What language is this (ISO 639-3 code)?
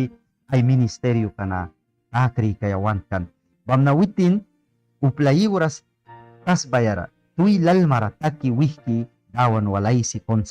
miq